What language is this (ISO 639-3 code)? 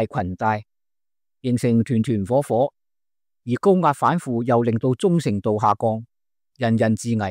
yue